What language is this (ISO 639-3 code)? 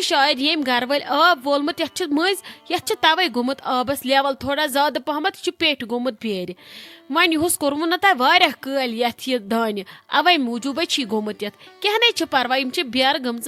kas